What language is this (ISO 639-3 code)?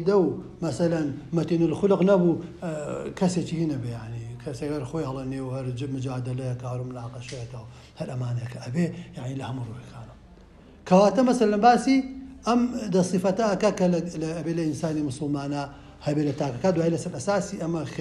ckb